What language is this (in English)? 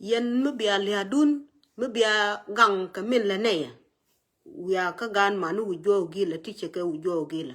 Nuer